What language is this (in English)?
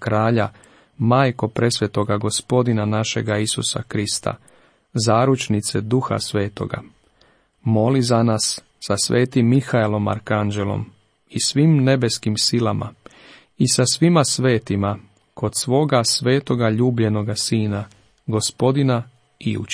Croatian